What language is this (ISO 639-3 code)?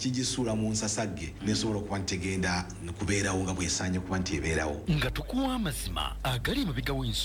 lug